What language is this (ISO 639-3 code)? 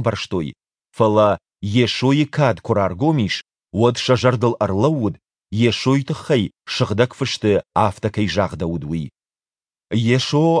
oss